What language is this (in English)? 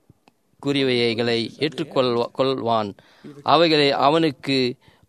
Tamil